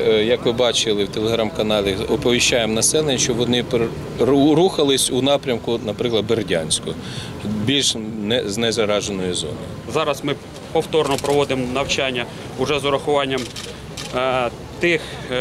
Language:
Ukrainian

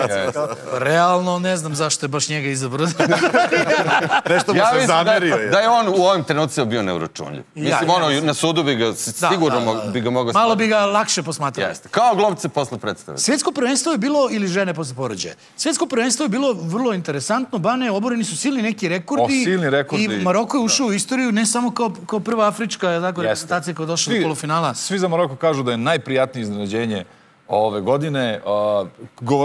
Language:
Serbian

